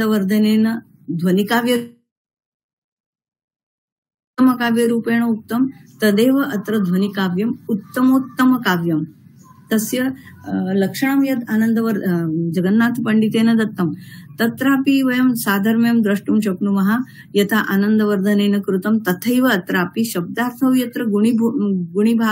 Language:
Sanskrit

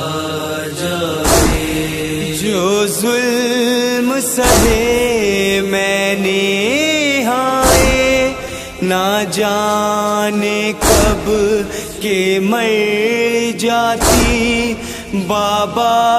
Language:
Urdu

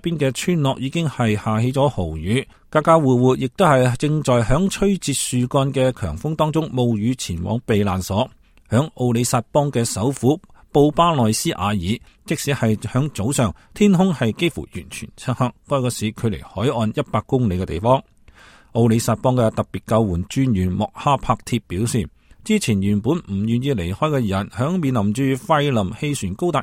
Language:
Cantonese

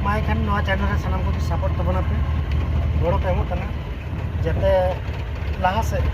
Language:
Santali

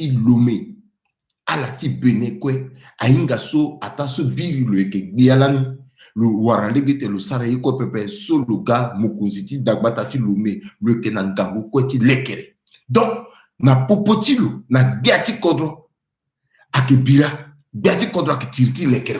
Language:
Sango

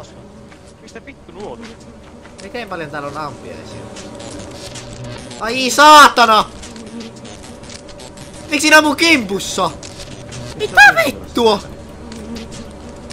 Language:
Finnish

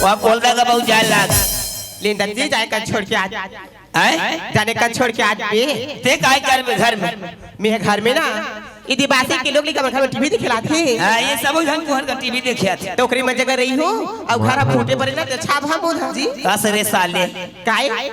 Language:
Chhattisgarhi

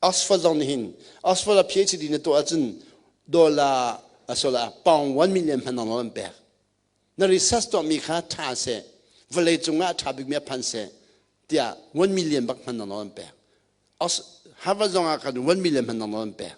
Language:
Hakha Chin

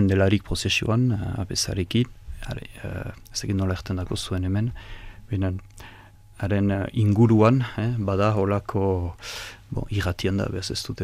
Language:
Basque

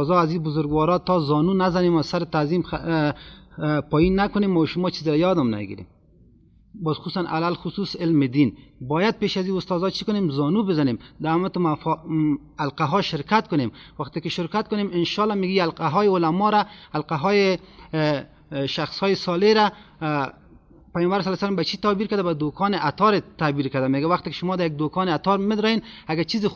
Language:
Persian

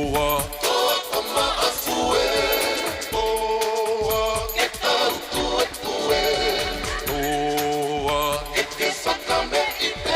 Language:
Tongan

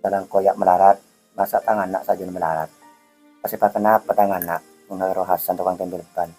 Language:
Madurese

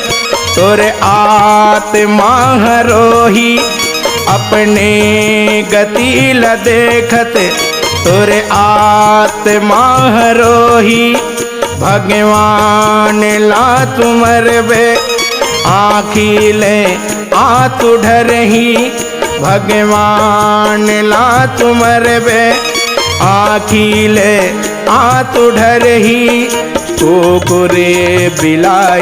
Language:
Chhattisgarhi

